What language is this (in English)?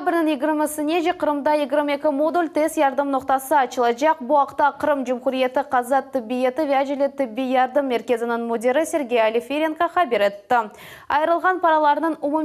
Crimean Tatar